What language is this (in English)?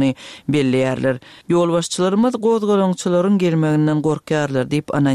Turkmen